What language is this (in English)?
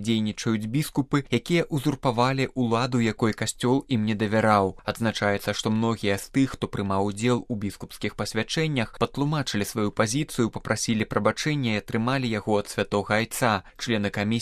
Belarusian